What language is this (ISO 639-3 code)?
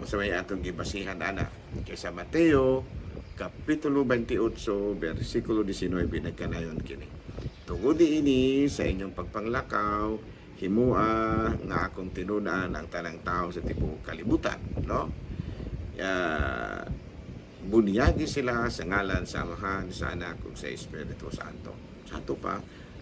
ceb